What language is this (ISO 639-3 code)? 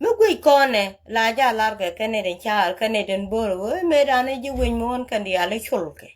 nus